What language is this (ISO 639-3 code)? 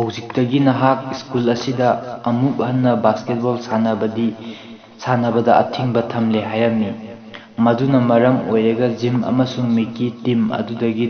mni